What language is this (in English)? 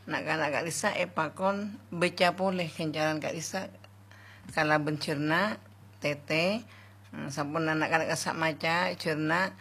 Madurese